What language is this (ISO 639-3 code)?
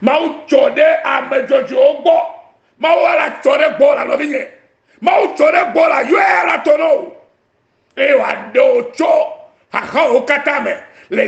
ewe